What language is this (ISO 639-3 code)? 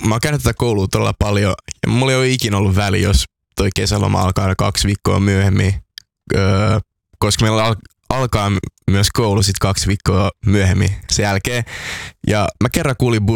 fin